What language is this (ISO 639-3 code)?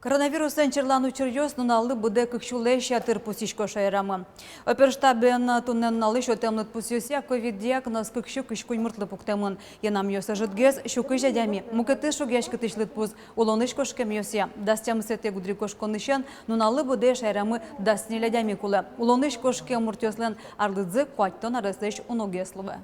udm